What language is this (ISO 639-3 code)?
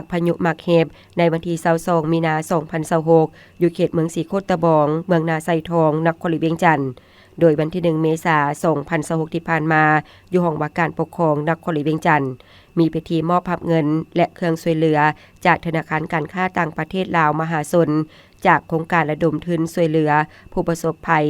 lao